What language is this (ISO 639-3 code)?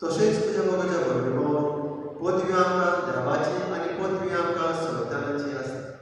kok